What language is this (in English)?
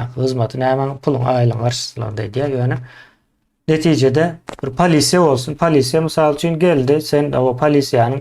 Turkmen